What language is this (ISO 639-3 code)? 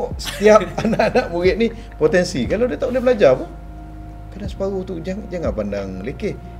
msa